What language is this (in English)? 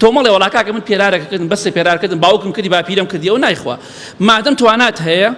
Central Kurdish